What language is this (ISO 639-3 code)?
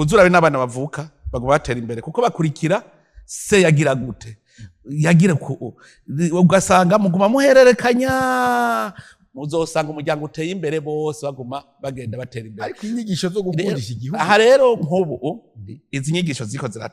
run